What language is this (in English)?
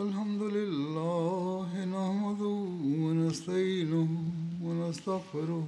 Bosnian